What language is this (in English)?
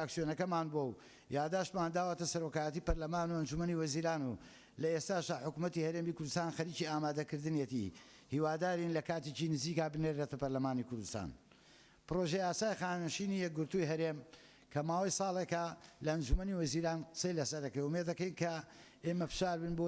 Central Kurdish